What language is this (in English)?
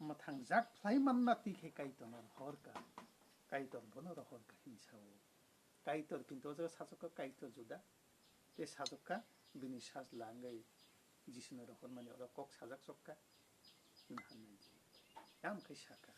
Kok Borok